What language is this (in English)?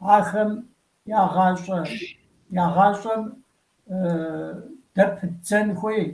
Kabardian